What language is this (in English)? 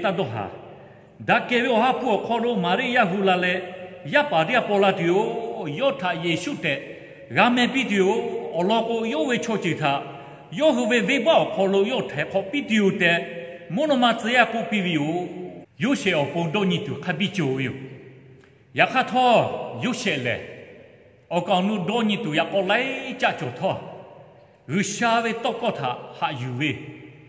Lahu